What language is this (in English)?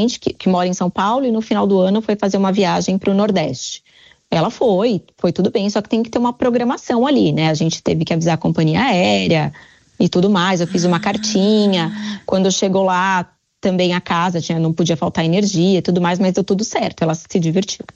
Portuguese